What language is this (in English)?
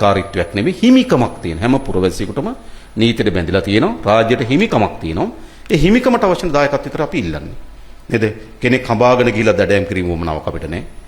Sinhala